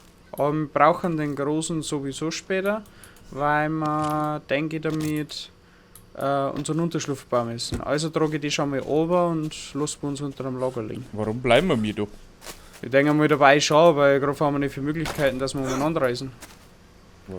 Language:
Bavarian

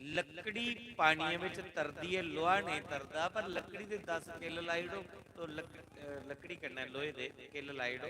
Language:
Dogri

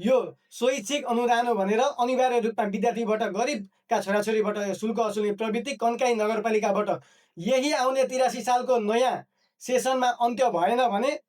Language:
Nepali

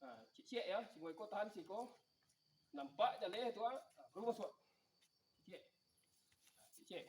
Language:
Minangkabau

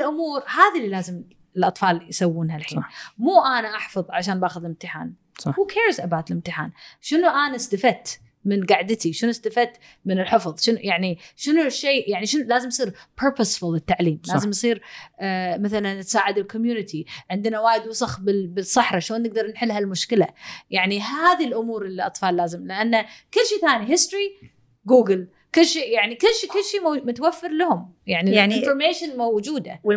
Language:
Gulf Arabic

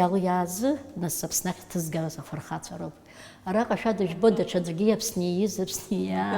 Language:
Abkhazian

